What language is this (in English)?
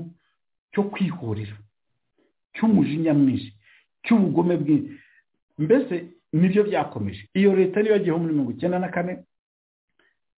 Kinyarwanda